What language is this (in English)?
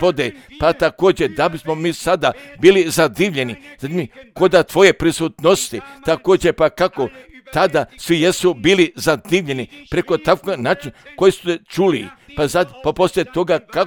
Croatian